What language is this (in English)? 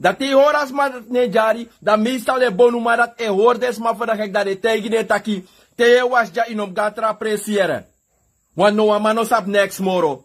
Sranan Tongo